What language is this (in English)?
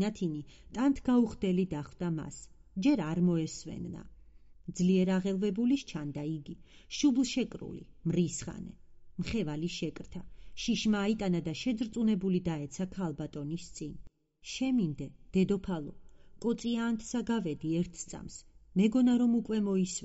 Georgian